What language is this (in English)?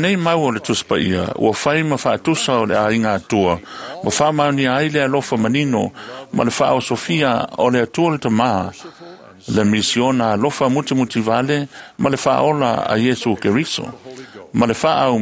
Samoan